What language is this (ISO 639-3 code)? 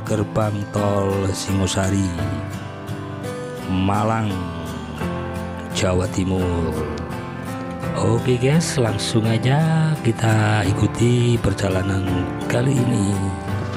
ind